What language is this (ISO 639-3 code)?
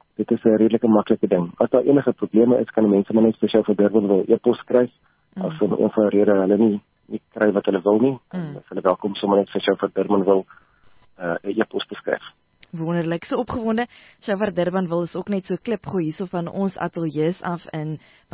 afr